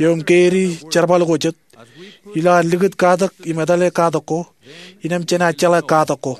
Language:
Marshallese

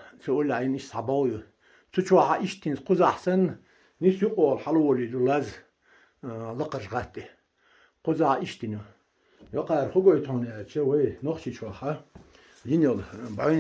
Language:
Chechen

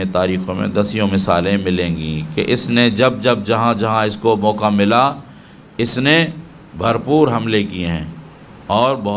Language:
Urdu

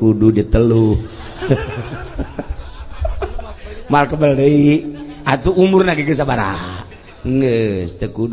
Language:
Sundanese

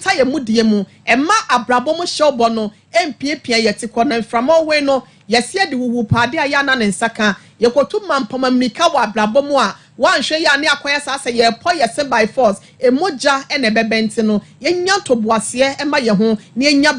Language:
Akan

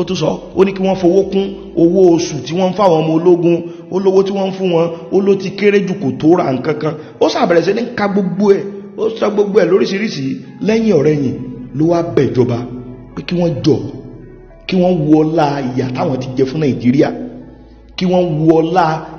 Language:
Yoruba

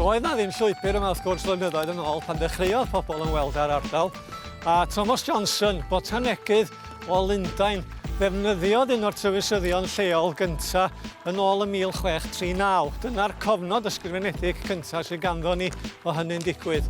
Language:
Welsh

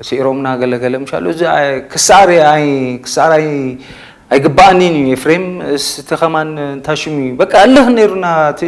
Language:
Tigrinya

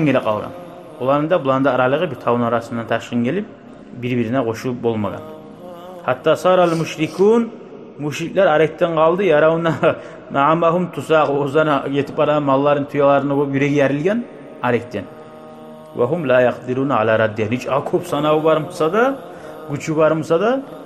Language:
Kumyk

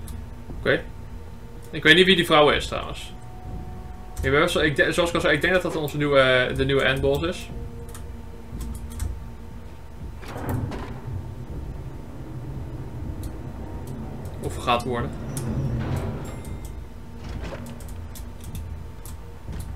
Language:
Dutch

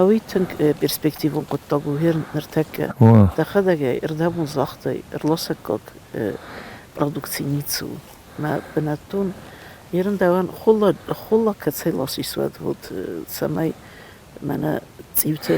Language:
Ossetic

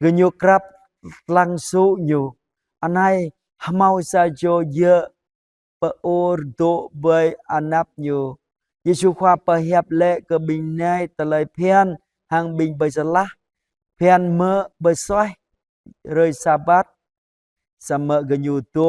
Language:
Jarai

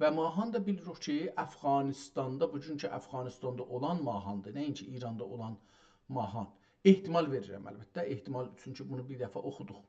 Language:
South Azerbaijani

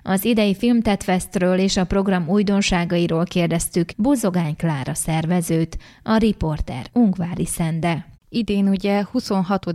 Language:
Hungarian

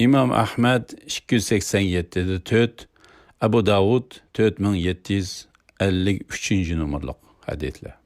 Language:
Uyghur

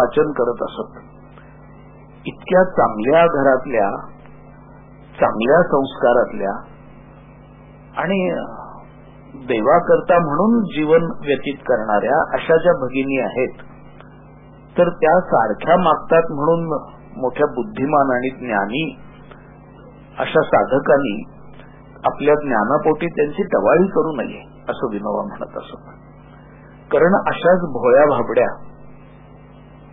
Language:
Marathi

